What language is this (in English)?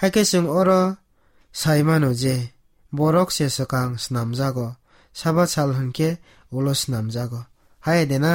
Kok Borok